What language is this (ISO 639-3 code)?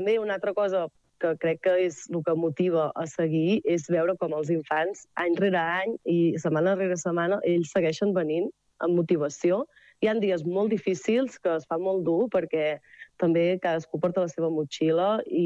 cat